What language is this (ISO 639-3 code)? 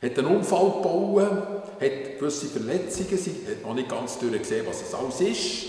gsw